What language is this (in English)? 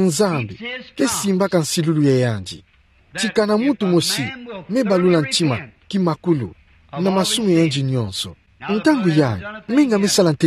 Kituba (Democratic Republic of Congo)